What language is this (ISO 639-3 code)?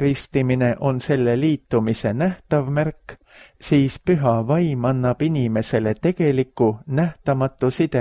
est